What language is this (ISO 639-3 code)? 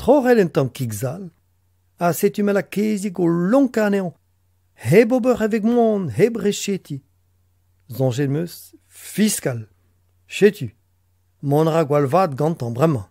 bre